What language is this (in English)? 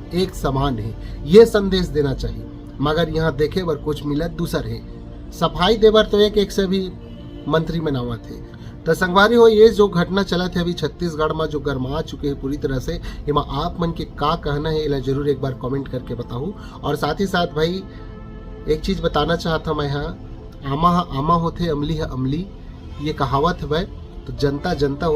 Chhattisgarhi